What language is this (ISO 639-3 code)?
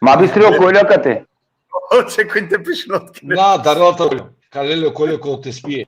rmn